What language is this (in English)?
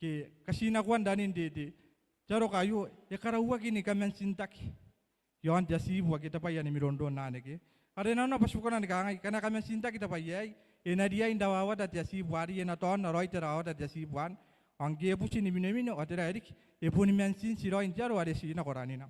Gilbertese